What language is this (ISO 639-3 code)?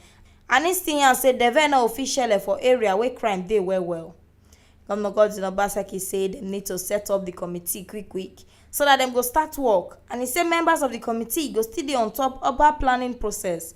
pcm